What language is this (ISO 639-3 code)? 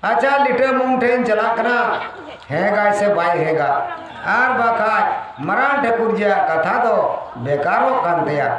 sat